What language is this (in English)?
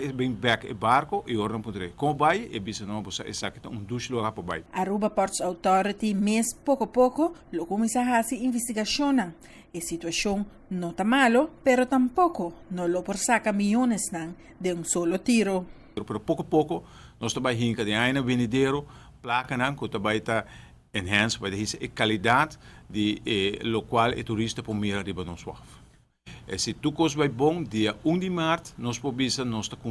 Papiamento